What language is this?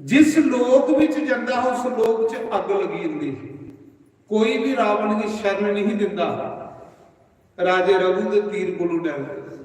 Dogri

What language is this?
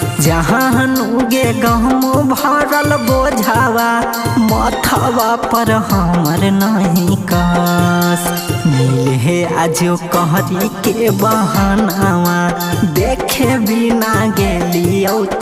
Bhojpuri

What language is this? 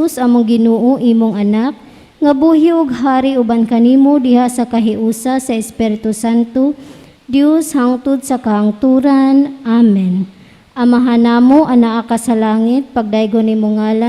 Cebuano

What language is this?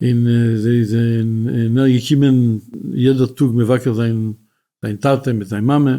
Yiddish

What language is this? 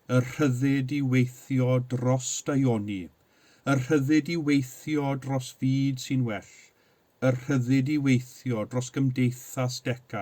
Welsh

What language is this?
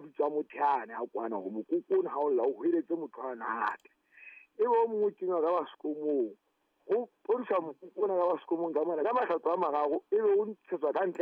Southern Sotho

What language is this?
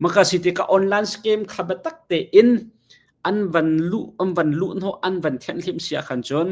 Hakha Chin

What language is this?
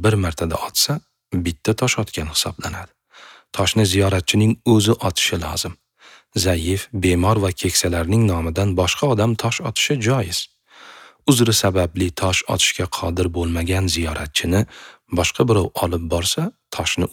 Uzbek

